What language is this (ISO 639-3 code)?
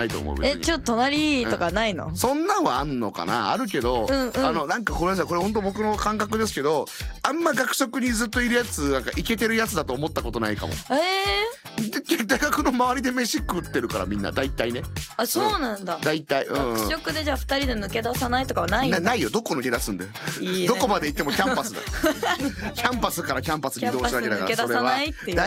jpn